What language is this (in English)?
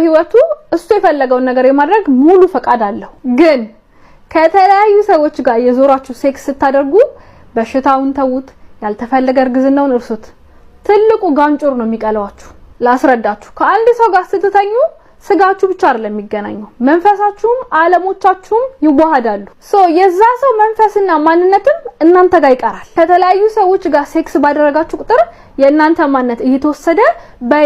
Amharic